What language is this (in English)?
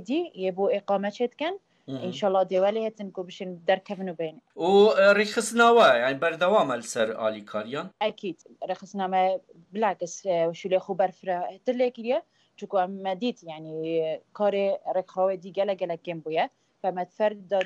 Kurdish